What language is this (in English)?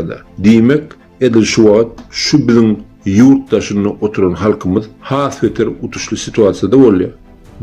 Turkmen